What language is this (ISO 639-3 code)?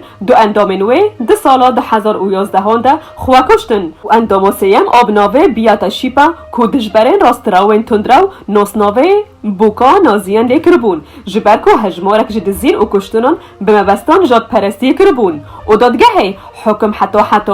kur